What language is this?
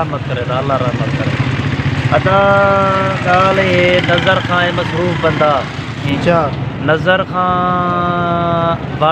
Saraiki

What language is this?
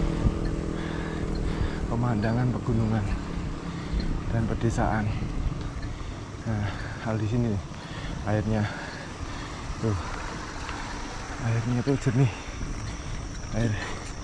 Indonesian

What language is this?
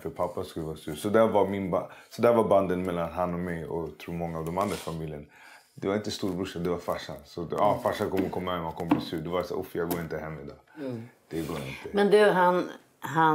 Swedish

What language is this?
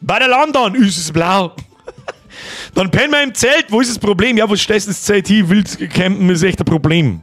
Bavarian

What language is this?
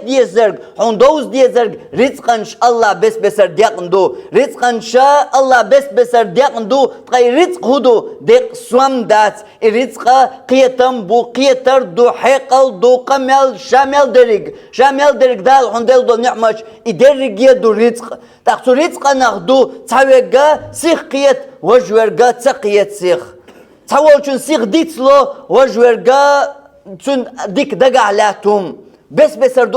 Chechen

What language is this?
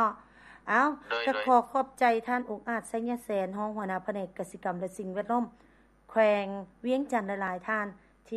Lao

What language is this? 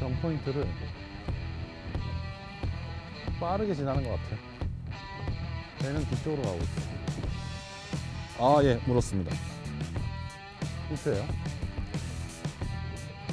Korean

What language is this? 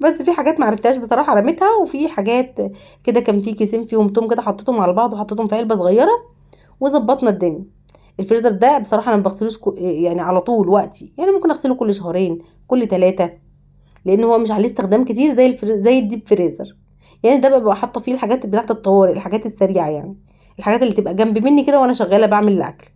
Egyptian Arabic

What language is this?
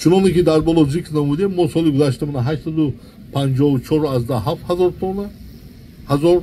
Tajik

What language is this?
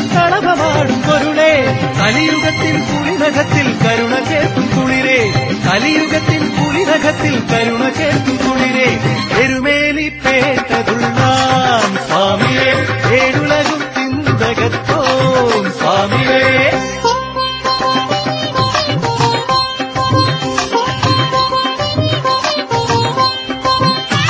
Malayalam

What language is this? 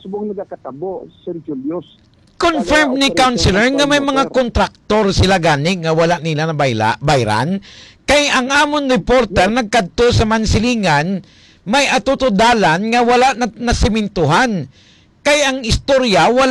Hiligaynon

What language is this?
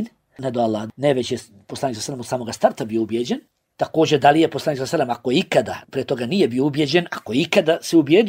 Bosnian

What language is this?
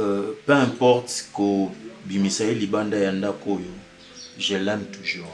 Lingala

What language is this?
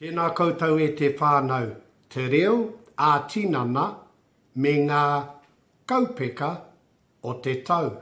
Māori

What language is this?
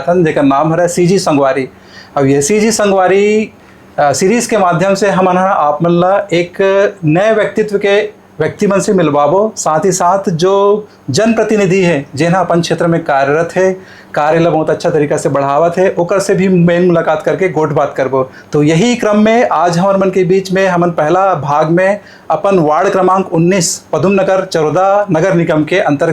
Chhattisgarhi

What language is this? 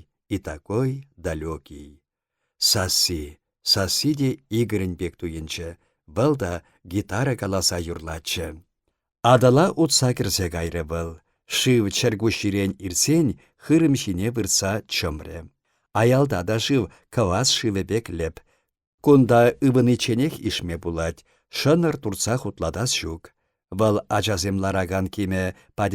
Chuvash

